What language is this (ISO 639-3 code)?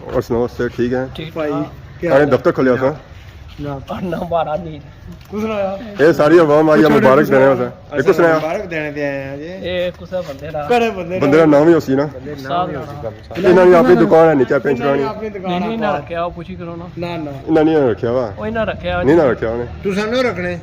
phr